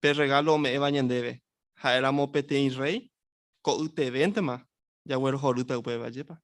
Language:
Guarani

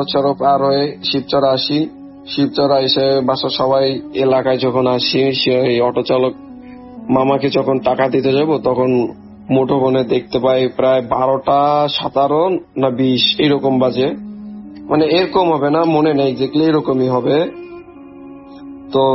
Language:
Bangla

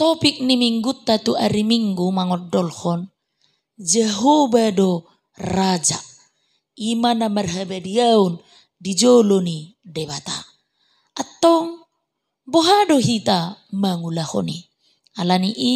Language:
Batak Toba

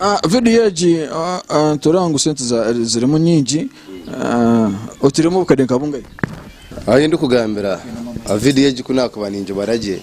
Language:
Nyankole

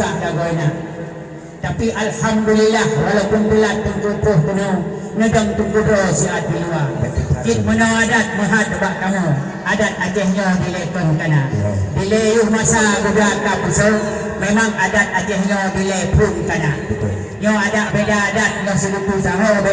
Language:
Achinese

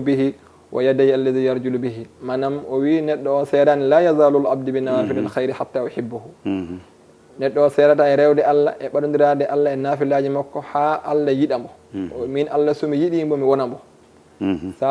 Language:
Fula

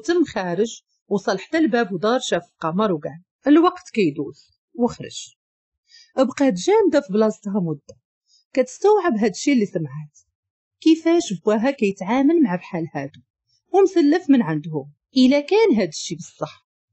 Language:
Moroccan Arabic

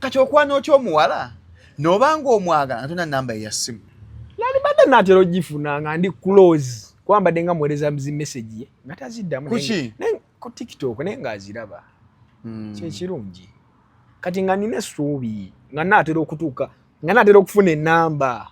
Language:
Ganda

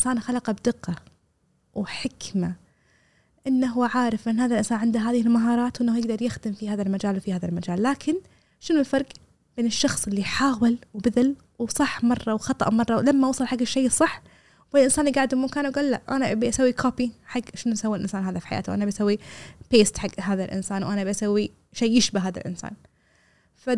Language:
Gulf Arabic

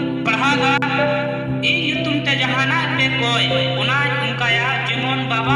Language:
Santali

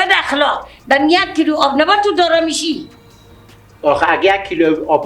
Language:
Persian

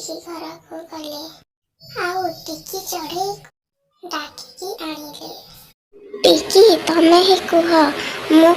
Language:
Odia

